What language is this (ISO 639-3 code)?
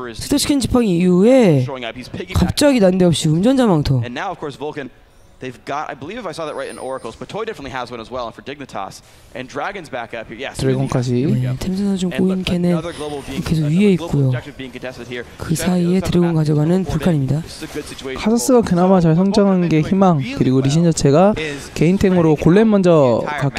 kor